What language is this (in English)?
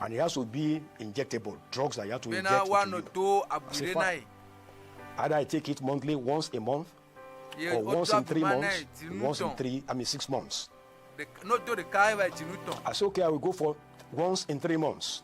Ewe